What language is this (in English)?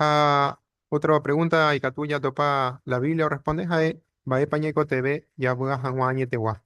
Guarani